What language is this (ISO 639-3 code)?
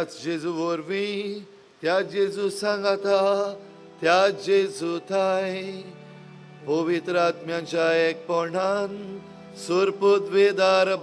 kok